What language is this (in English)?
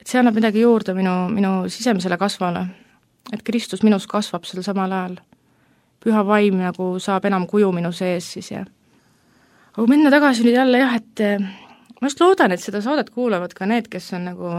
Estonian